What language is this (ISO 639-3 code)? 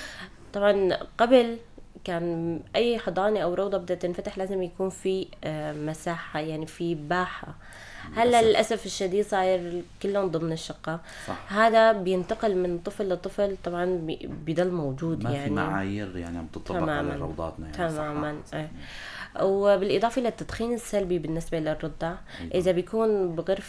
apc